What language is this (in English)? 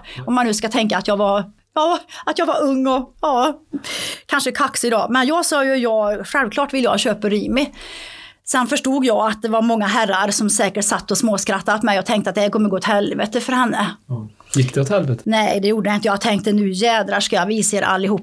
Swedish